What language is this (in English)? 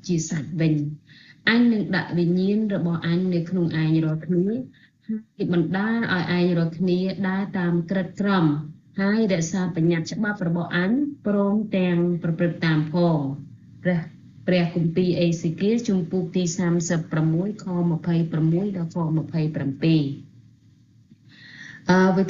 Khmer